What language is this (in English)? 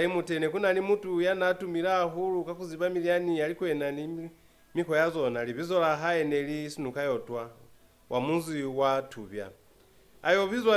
Lozi